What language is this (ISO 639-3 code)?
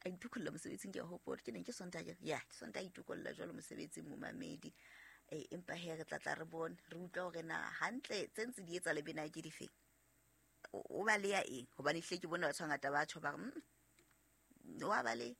sot